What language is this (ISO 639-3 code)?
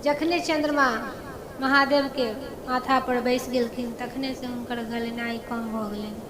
mai